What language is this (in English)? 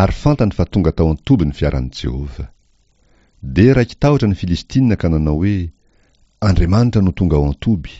Malagasy